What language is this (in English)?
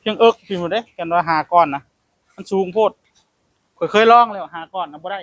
Northeastern Thai